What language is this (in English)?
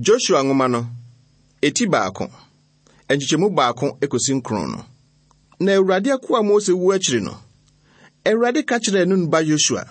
Akan